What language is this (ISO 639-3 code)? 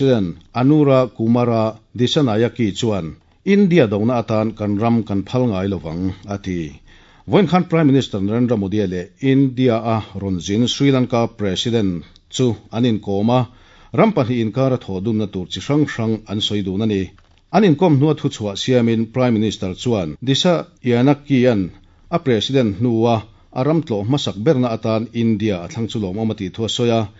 lus